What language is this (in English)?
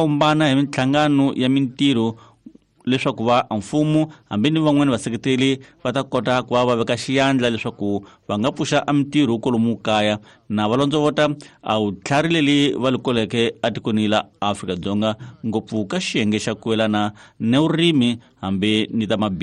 Tsonga